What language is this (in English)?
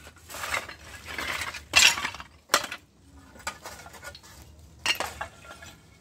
Turkish